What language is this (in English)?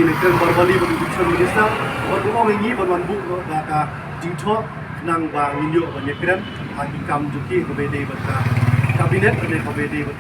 Khasi